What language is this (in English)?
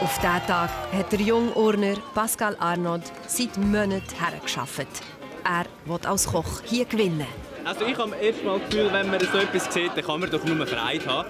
Swiss German